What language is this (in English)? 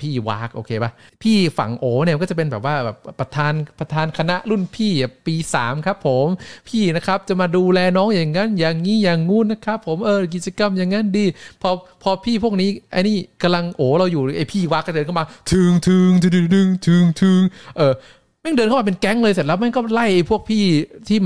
Thai